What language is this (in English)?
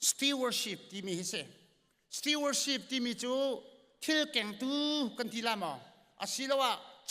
Hakha Chin